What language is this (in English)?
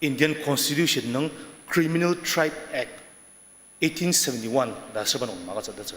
Ao Naga